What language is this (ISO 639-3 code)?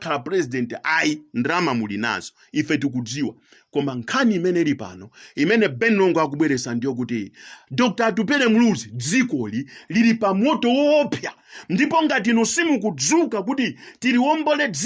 nya